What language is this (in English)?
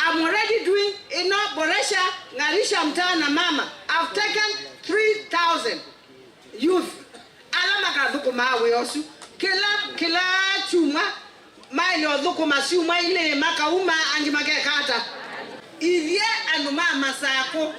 Kamba